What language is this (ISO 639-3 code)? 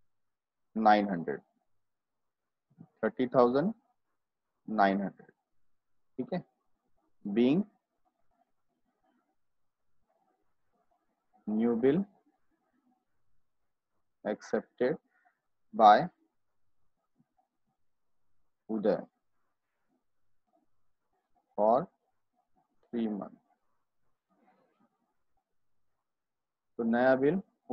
hin